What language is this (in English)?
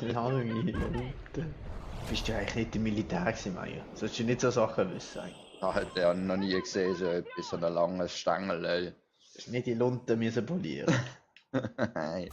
Swiss German